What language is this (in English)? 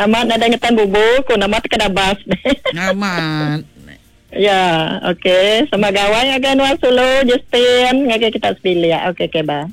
Iban